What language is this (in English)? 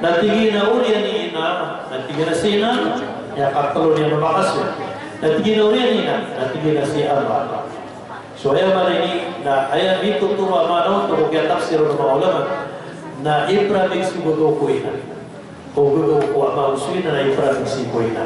Maranao